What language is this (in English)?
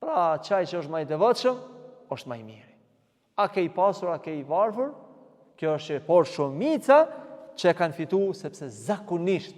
Albanian